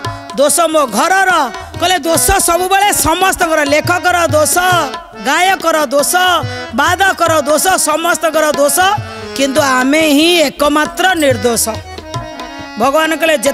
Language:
Odia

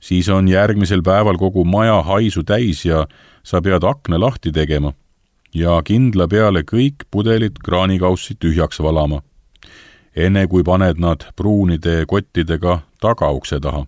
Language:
Estonian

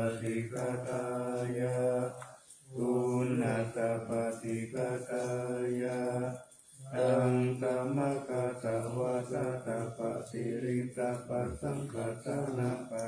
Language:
Pali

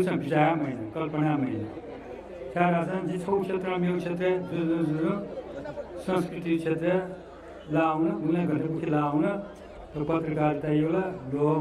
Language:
Newari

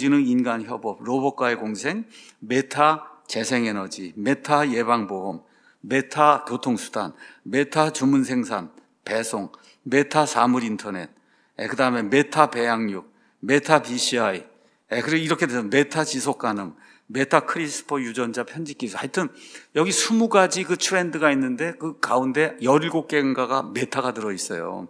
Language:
Korean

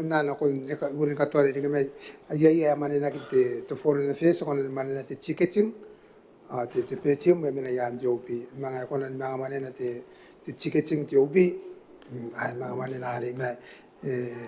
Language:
Gilbertese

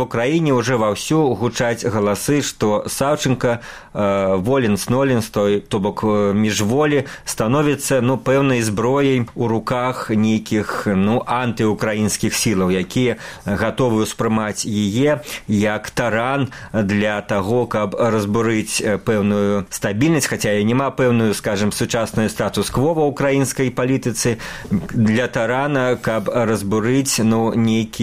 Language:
Belarusian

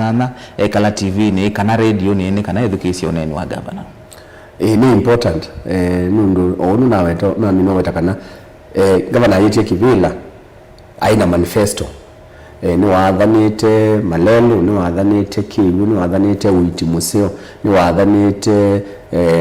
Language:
Kamba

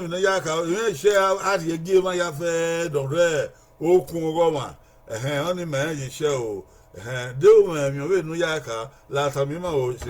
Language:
Bini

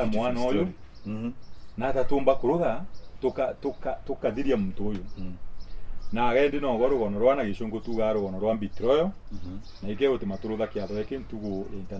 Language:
Meru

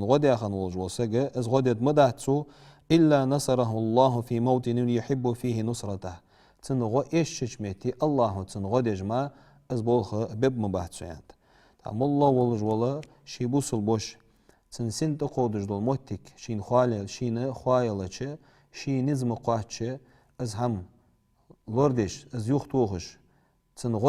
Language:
Ingush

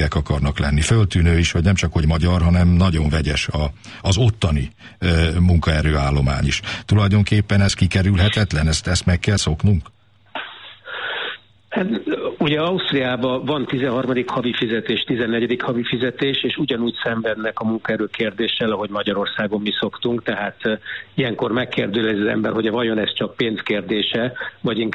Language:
Hungarian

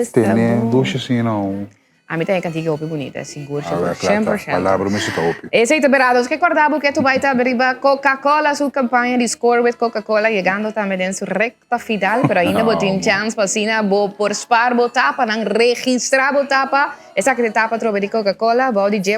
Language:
Papiamento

